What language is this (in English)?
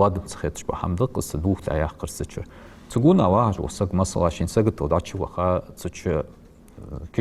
Ingush